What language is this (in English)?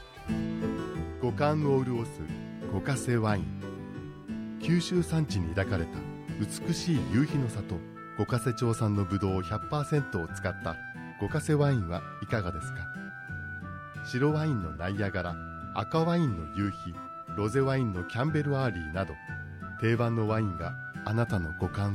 Japanese